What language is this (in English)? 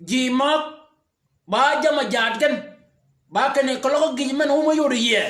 Shilluk